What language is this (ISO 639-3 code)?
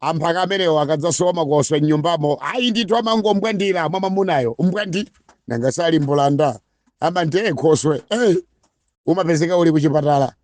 nya